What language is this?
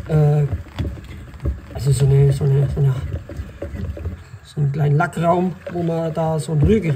German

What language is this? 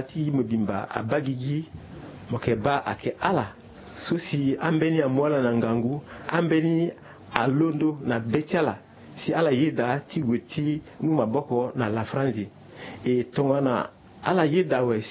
Sango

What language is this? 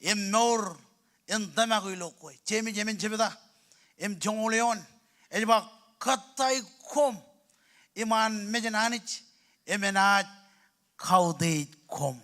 Marshallese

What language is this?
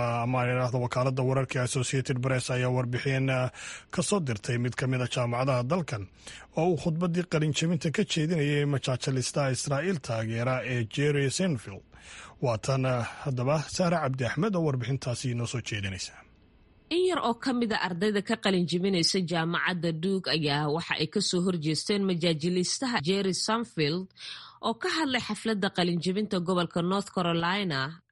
Somali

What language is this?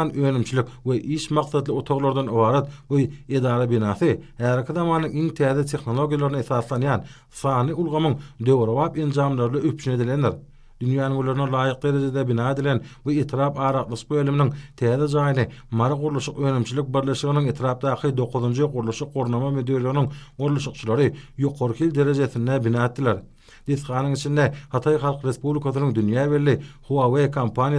Turkmen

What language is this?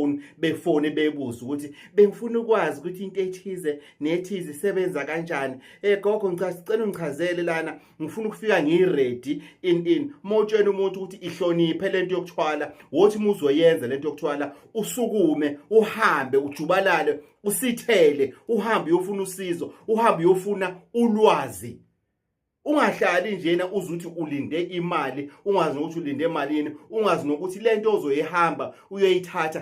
Zulu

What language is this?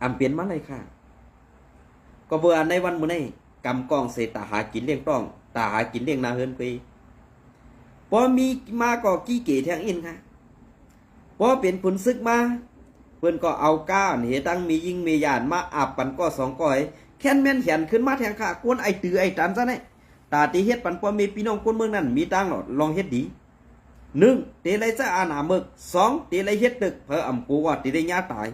Shan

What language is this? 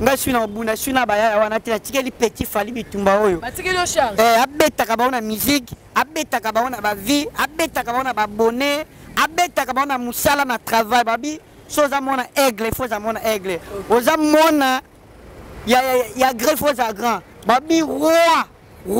Lingala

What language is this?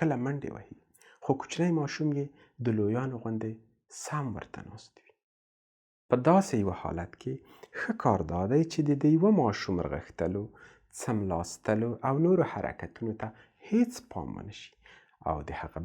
Pashto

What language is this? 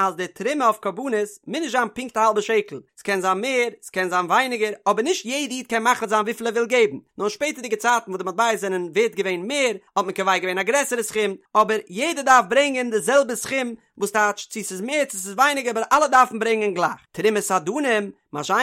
Yiddish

